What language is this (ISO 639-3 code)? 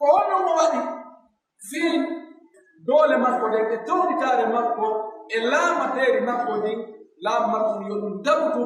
fuf